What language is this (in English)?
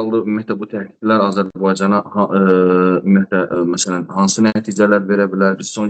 Azerbaijani